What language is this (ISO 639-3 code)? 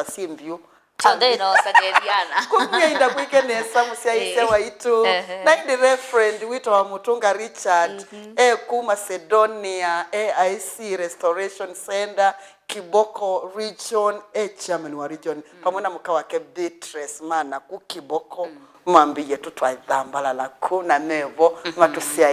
kam